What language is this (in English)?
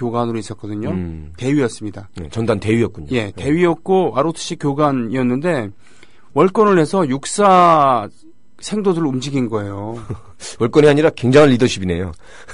Korean